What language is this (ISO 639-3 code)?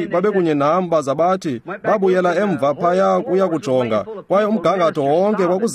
xho